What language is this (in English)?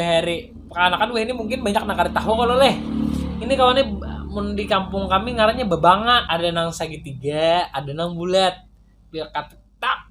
Banjar